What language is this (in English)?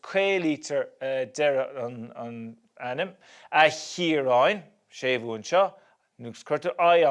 Irish